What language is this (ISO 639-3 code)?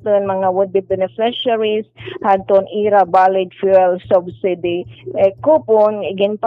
war